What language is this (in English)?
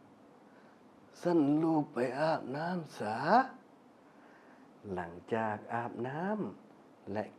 Lao